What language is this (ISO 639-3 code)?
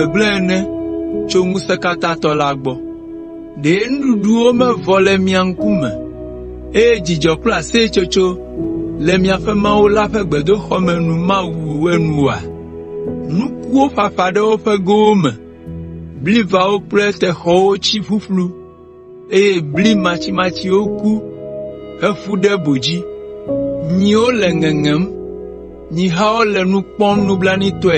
ewe